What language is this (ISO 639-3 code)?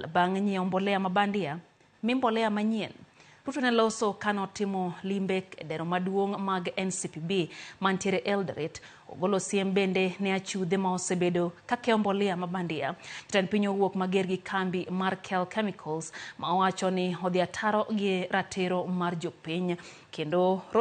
luo